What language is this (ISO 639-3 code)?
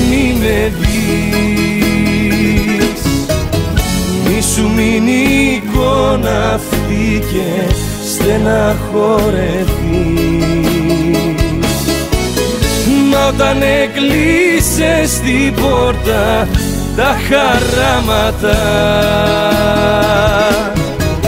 ell